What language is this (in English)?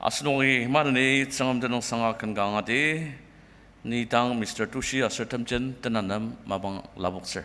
Ao Naga